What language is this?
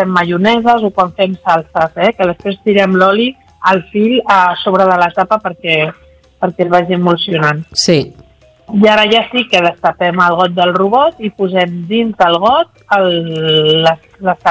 Catalan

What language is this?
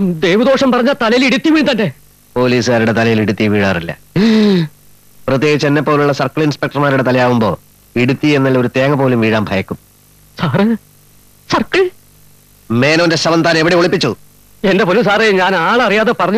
Malayalam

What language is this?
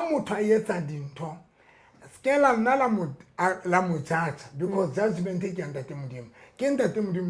Southern Sotho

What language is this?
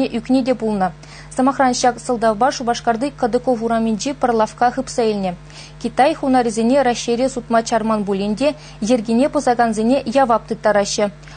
Chuvash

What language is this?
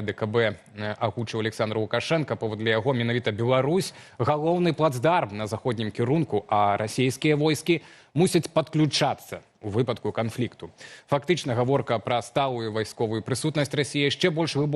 Belarusian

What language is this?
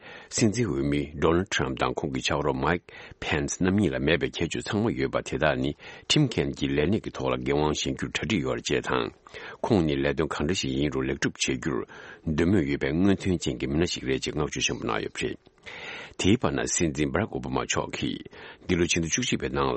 Tibetan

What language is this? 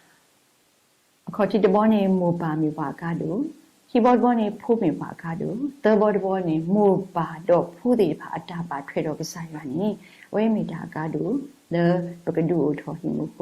S'gaw Karen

